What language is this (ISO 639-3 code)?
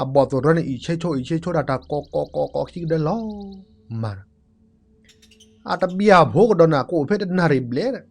ksw